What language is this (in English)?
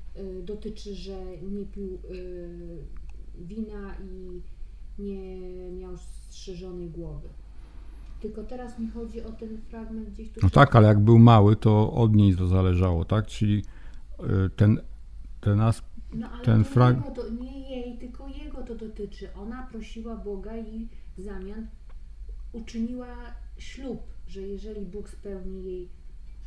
Polish